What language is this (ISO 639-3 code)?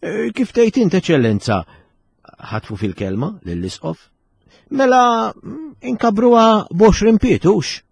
mlt